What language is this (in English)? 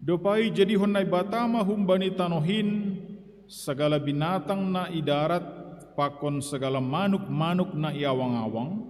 Batak Simalungun